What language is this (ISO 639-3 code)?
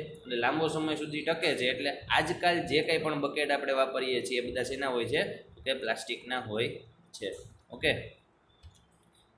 guj